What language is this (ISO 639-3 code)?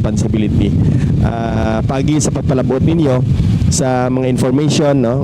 hil